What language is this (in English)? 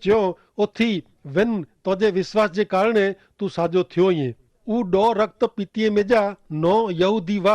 Kachhi